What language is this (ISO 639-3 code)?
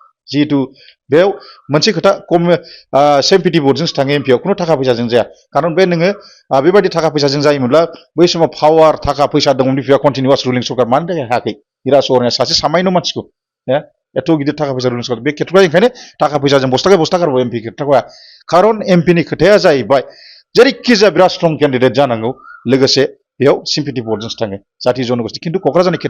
brx